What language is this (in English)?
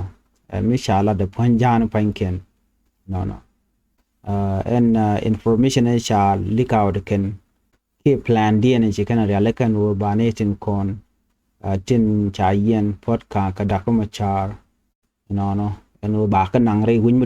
Nuer